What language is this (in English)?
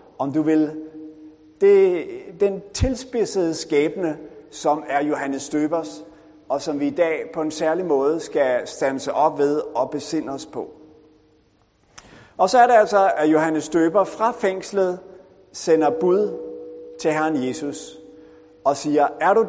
Danish